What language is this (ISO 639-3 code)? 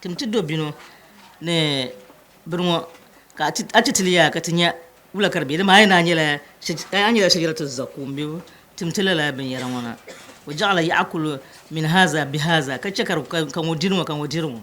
dag